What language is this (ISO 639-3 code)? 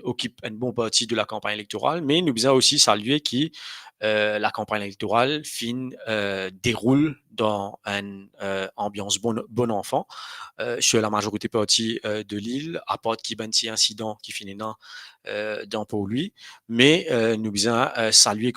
mfe